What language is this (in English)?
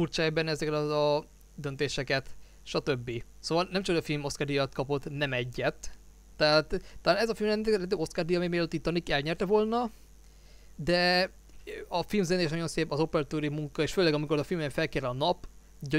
Hungarian